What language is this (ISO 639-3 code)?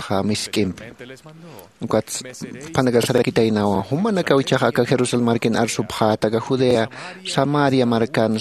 aym